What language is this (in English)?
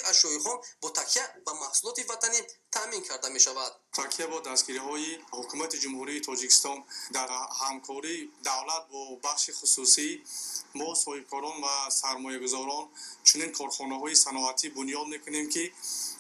Tajik